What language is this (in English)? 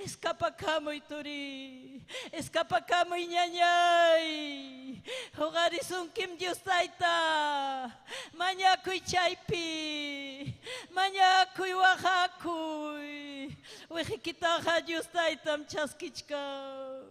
Ayacucho Quechua